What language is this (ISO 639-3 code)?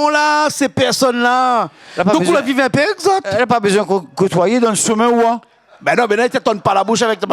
rcf